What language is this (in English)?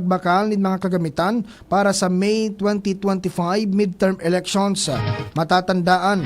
Bikol